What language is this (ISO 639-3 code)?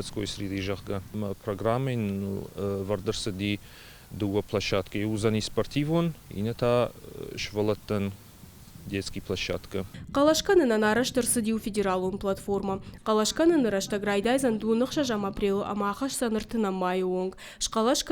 oss